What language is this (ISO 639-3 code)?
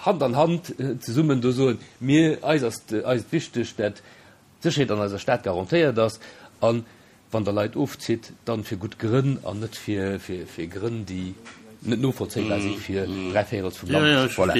ltz